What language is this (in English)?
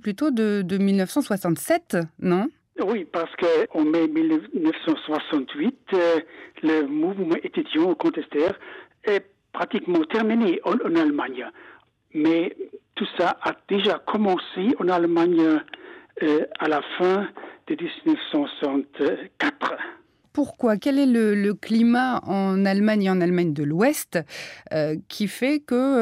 French